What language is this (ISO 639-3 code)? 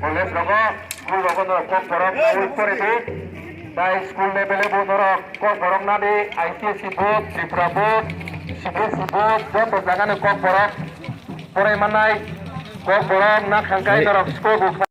trp